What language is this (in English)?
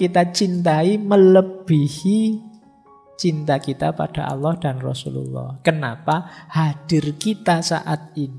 Indonesian